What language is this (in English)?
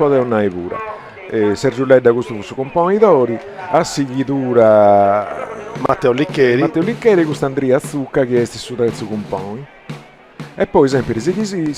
Sardinian